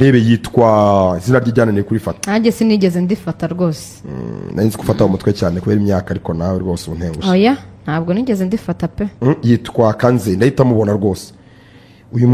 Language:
Kinyarwanda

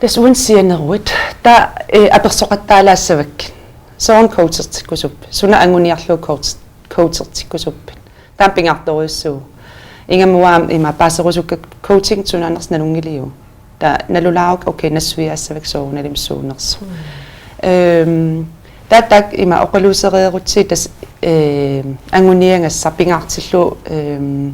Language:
Kalaallisut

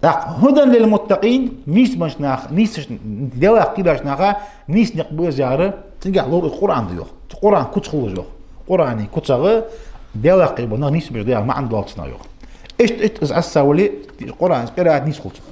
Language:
Ingush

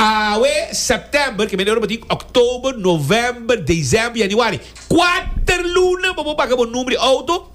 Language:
Papiamento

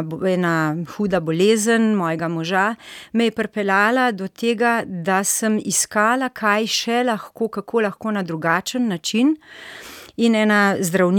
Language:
Slovenian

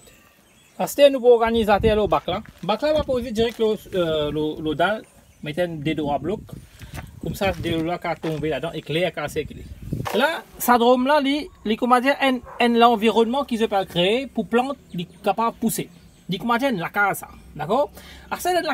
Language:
Morisyen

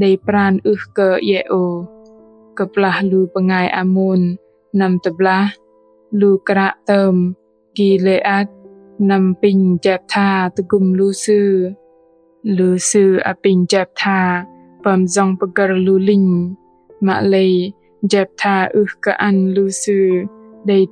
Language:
Bahnar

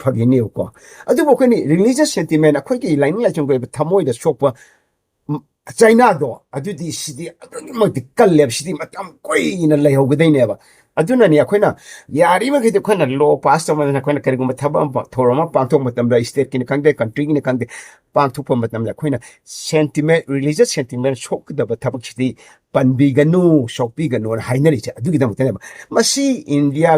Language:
Manipuri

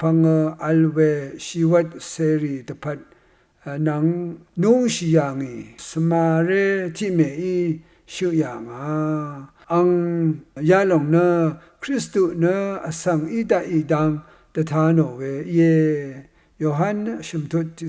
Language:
Rawang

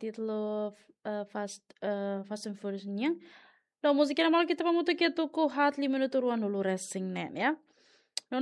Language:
Tetum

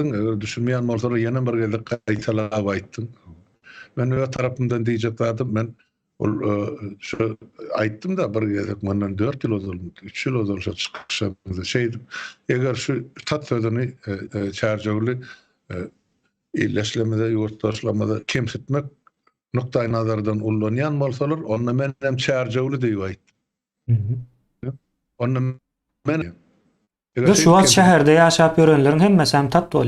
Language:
Turkmen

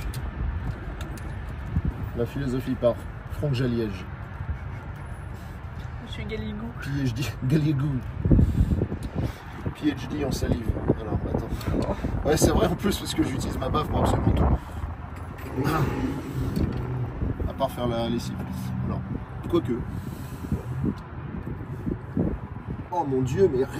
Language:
French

